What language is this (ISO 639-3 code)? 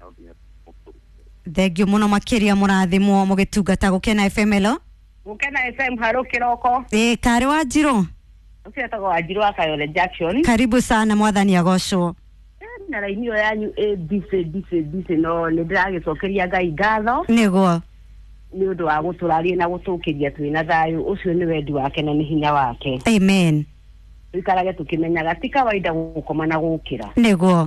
kik